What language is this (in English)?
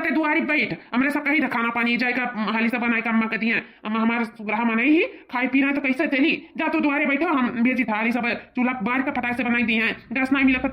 Awadhi